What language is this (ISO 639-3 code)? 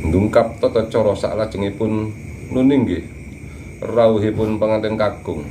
jav